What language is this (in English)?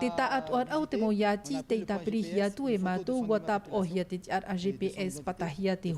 Tahitian